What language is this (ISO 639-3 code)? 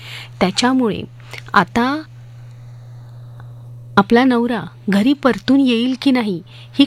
mar